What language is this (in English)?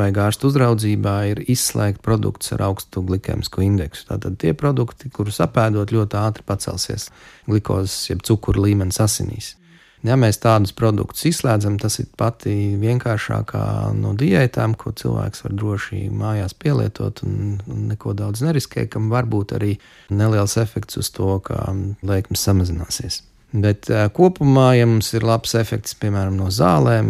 Latvian